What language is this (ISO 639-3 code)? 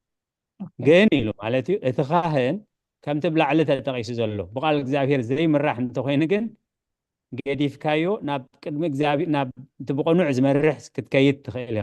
tir